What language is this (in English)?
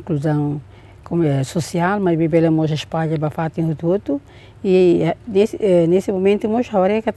Tetum